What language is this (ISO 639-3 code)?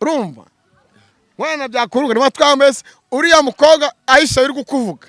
kin